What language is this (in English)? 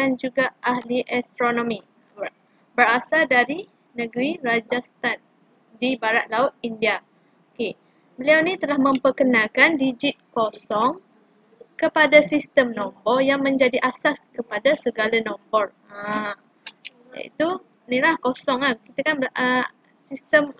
Malay